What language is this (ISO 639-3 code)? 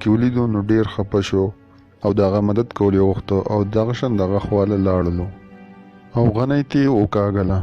pus